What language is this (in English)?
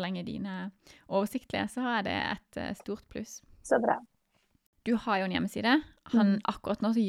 Norwegian